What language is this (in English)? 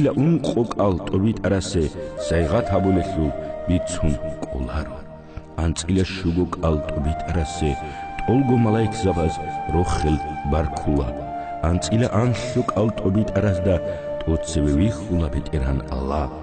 Avaric